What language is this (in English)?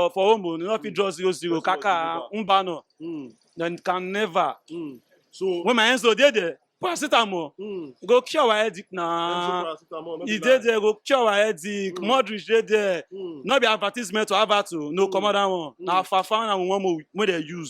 Nigerian Pidgin